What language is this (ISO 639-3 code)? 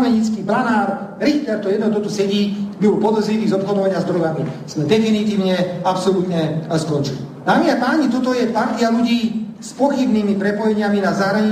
slk